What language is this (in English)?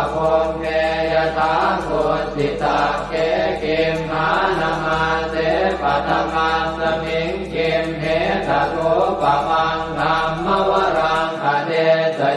Pali